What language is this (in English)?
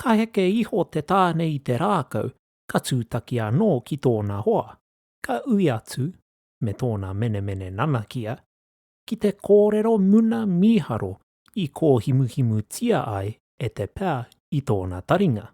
Māori